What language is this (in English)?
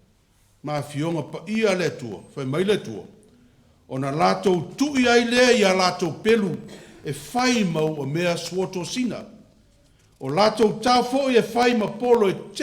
Samoan